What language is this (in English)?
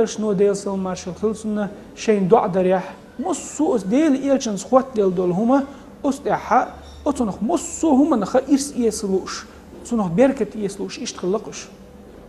Chechen